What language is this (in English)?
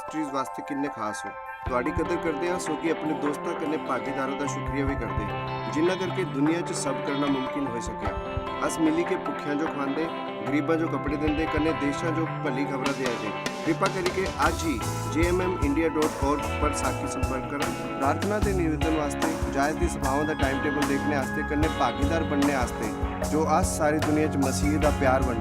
Dogri